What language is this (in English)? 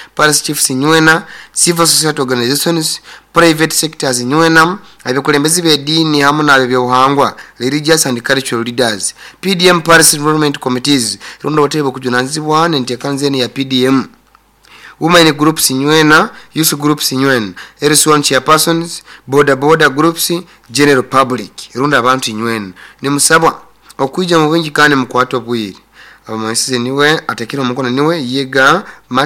Nyoro